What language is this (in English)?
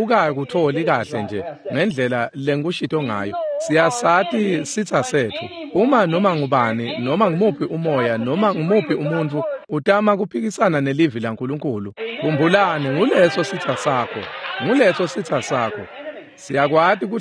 Swati